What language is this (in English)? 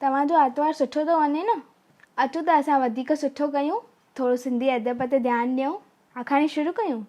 Sindhi